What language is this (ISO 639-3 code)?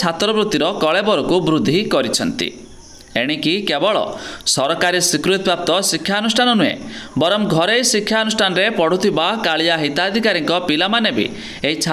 ori